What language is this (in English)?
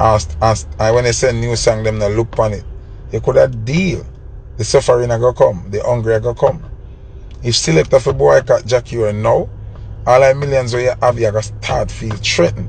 Jamaican Creole English